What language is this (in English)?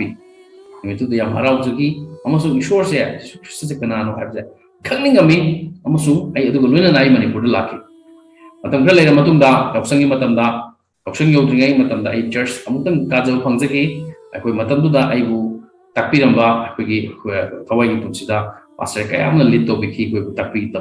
Manipuri